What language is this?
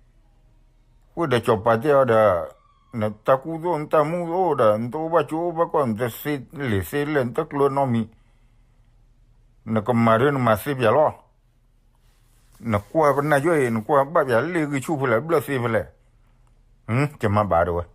S'gaw Karen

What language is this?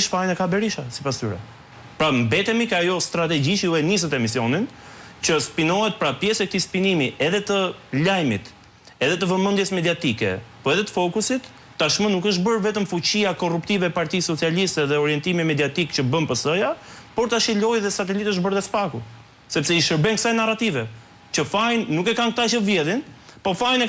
Albanian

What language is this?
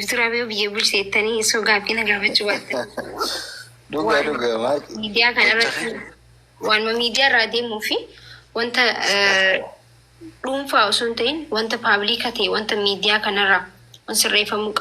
Oromo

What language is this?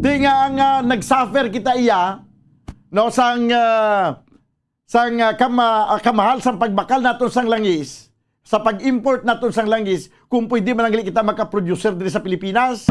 Hiligaynon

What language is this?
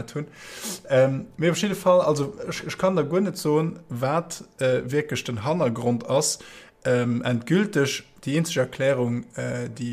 Luxembourgish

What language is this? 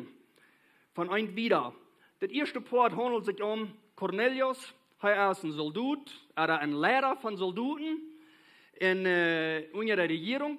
Plautdietsch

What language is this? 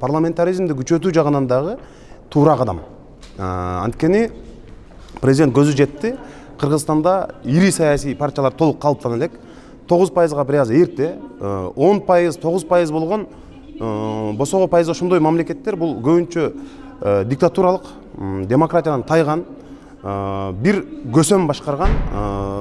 Kyrgyz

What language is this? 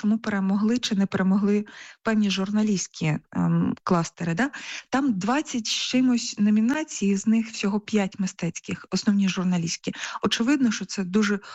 Ukrainian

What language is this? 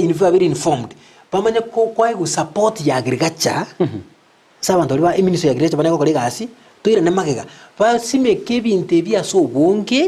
Gusii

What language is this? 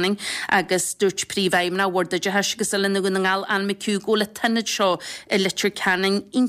Irish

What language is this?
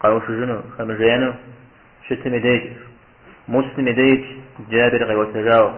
Kabardian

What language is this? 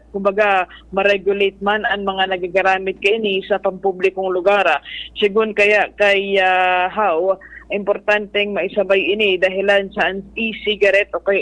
Bikol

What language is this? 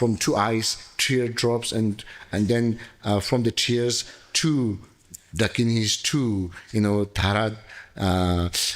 Tibetan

